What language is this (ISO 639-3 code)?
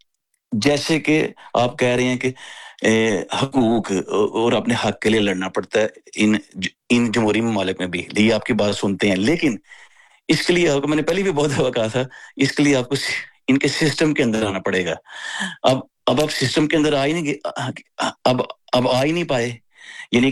urd